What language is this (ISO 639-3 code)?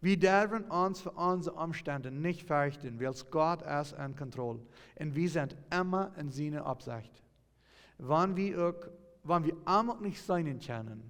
pdt